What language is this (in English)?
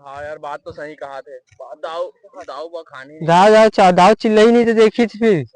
Chhattisgarhi